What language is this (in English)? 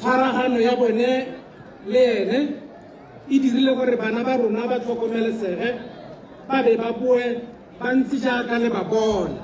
Tswana